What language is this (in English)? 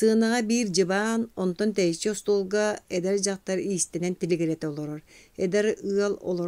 Yakut